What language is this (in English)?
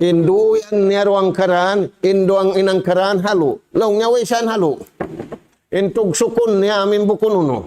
Tausug